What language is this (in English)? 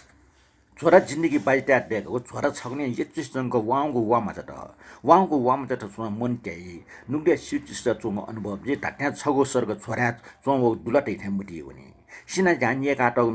Newari